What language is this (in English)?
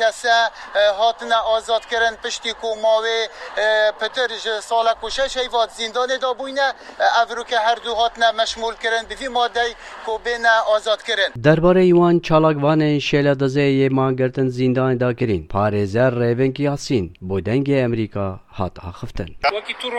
Kurdish